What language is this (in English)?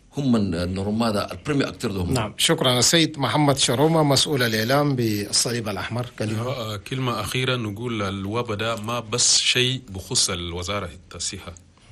Chadian Arabic